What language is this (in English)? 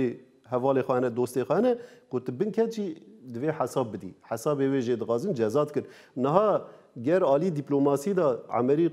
Kurdish